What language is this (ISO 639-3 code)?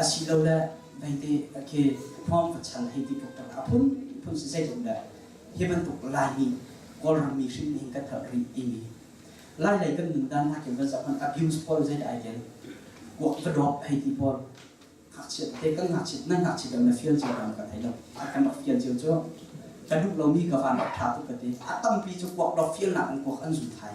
cnh